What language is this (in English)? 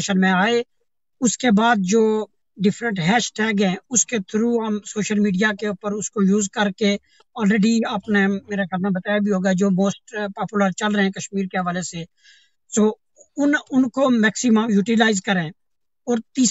Urdu